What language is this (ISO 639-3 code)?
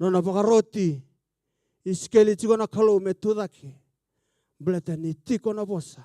fij